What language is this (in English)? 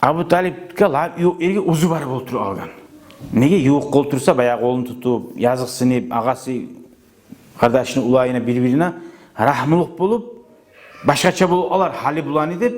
Kumyk